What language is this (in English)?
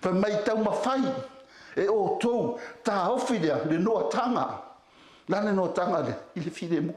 Samoan